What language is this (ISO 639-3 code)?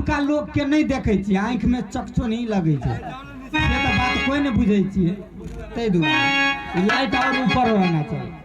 mai